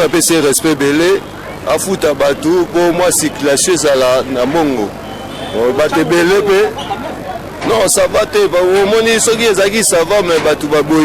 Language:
Lingala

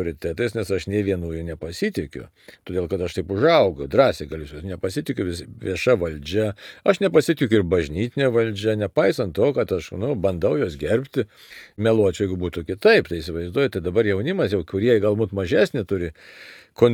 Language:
Lithuanian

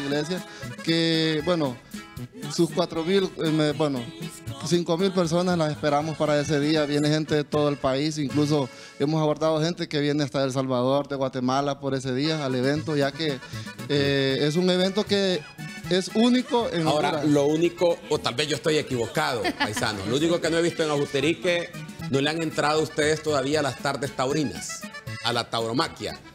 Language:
Spanish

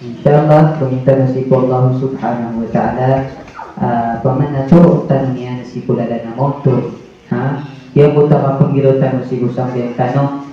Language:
Maranao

